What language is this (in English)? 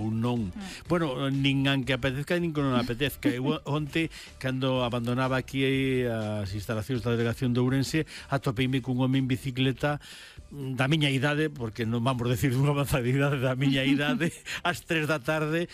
Galician